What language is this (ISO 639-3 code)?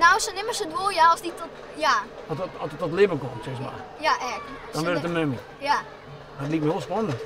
fry